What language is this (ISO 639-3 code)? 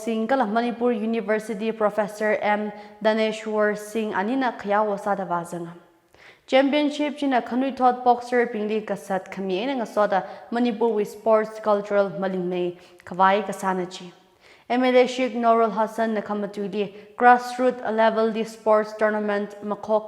nmf